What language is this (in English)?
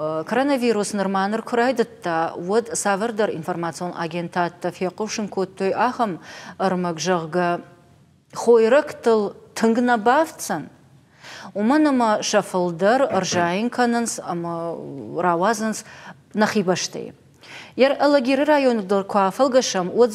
Ossetic